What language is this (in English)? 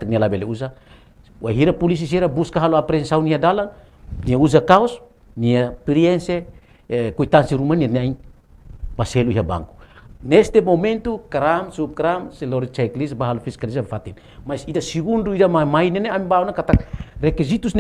Tetum